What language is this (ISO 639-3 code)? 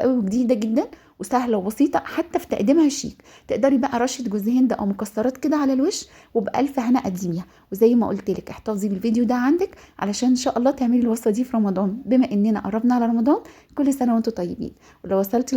arz